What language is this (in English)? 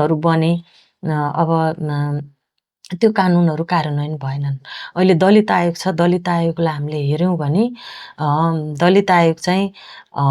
Nepali